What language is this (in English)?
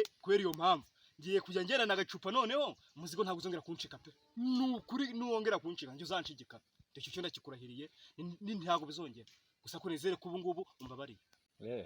Kinyarwanda